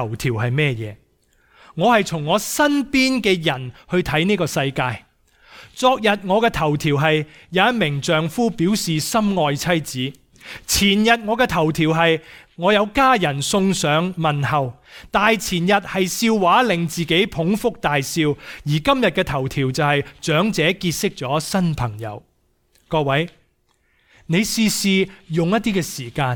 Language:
Cantonese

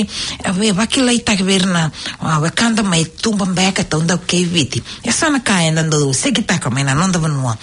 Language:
Fijian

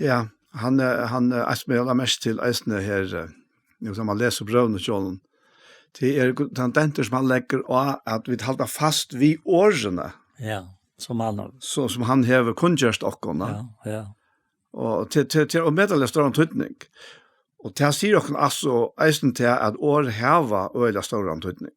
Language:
Faroese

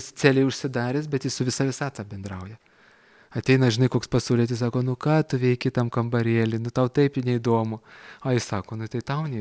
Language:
Lithuanian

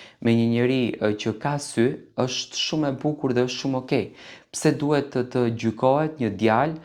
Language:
Albanian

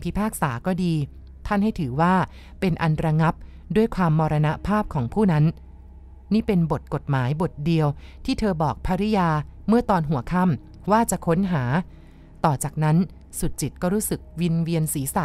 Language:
Thai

